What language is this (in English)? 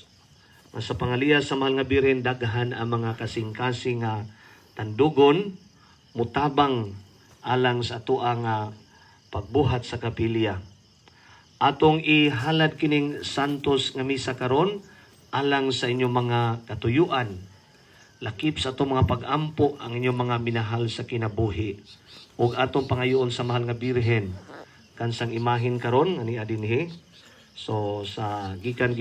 Cebuano